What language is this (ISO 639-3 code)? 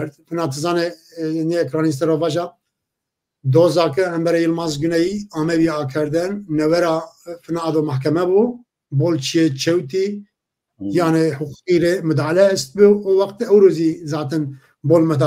zza